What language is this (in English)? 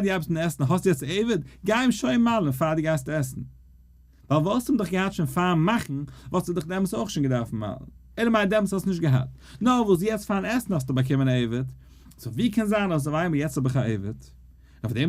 Yiddish